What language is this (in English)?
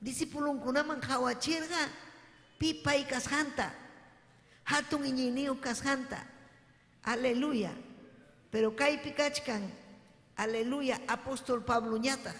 Ayacucho Quechua